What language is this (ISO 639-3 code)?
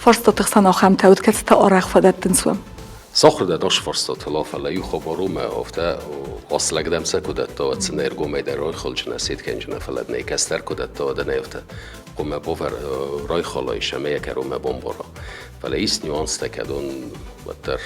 oss